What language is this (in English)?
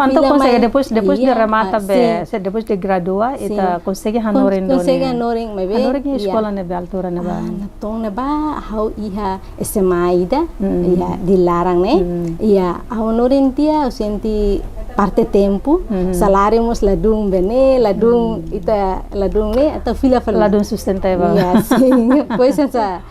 Tetum